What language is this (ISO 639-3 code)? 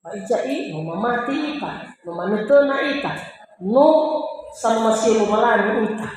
nia